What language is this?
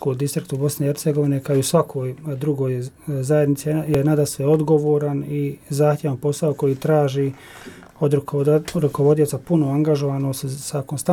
Bosnian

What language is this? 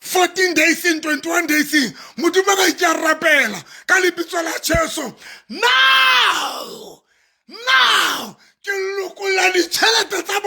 Southern Sotho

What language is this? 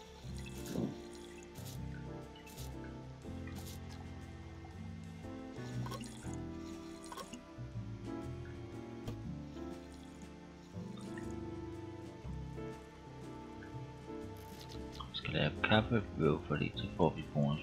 Danish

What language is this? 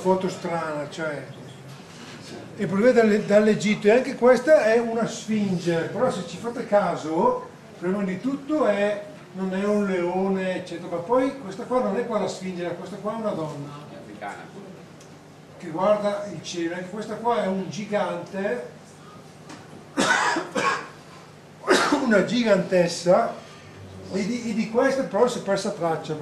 Italian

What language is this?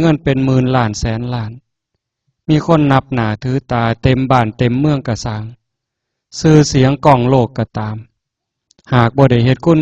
Northeastern Thai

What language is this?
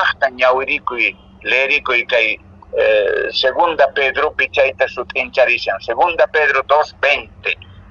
Quechua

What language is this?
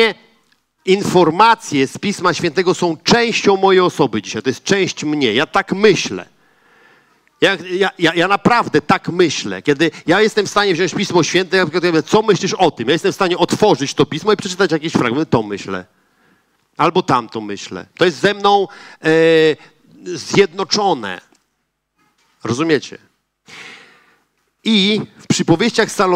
Polish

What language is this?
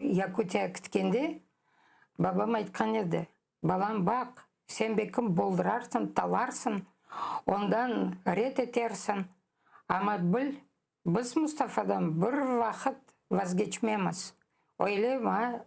Crimean Tatar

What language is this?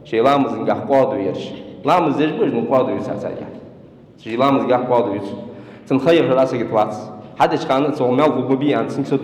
Ingush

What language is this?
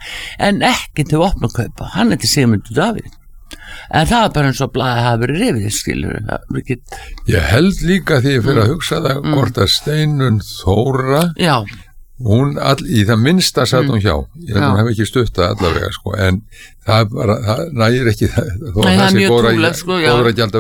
Icelandic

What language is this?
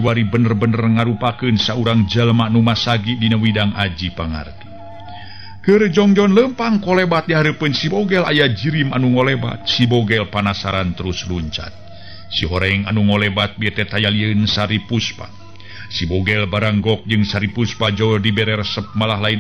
Sundanese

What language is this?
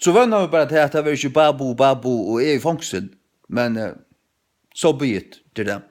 Faroese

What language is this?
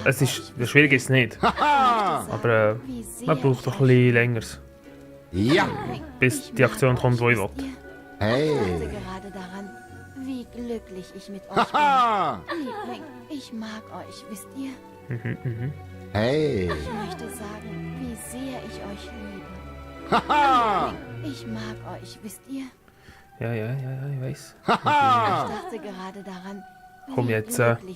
Swiss German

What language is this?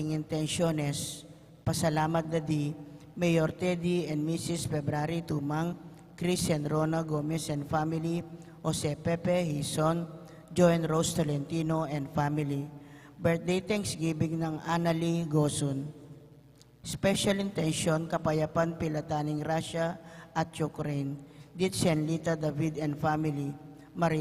Pampanga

